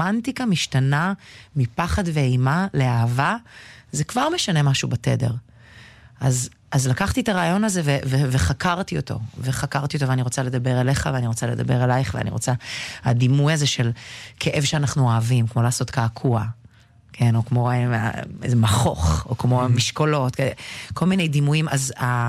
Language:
Hebrew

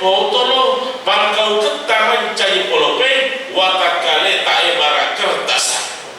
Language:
Buginese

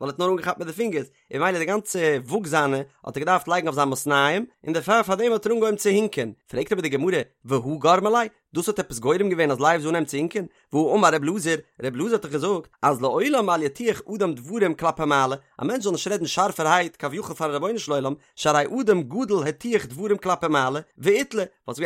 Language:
Yiddish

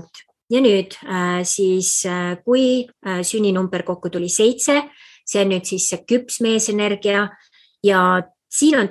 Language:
Estonian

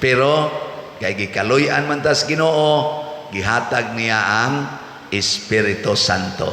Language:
Cebuano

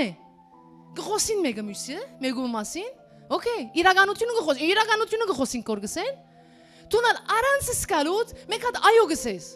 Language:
Western Armenian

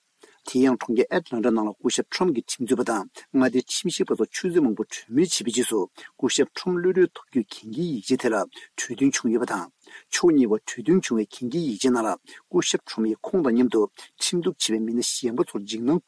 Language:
Tibetan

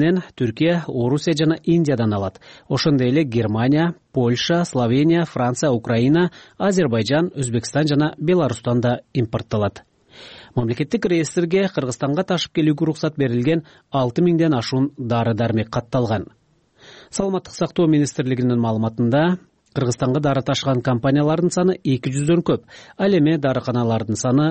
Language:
Kyrgyz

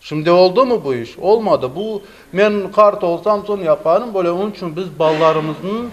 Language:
Crimean Tatar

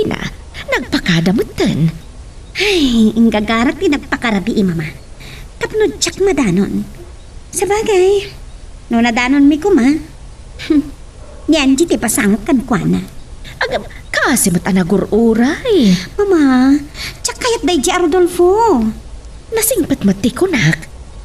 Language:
Iloko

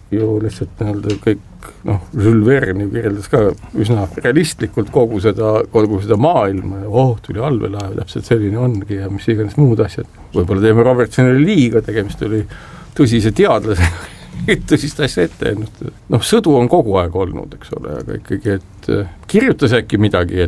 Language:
Estonian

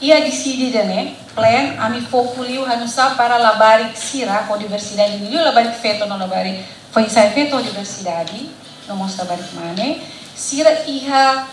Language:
Tetum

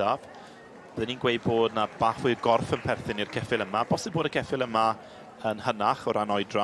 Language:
Welsh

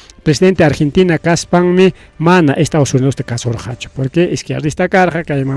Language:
Ayacucho Quechua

